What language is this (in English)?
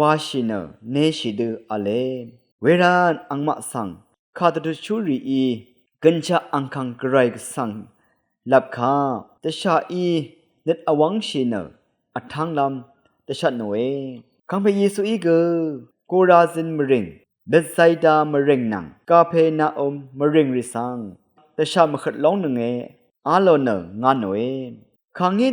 Rawang